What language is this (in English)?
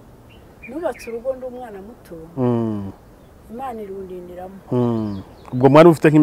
Kinyarwanda